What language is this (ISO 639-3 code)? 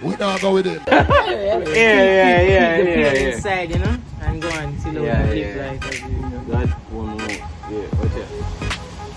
jam